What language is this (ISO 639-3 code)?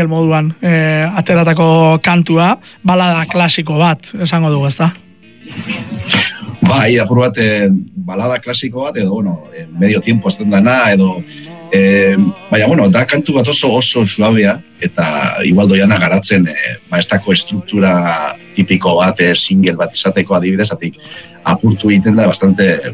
eus